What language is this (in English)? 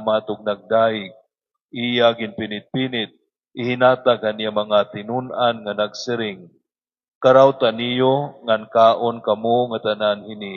Waray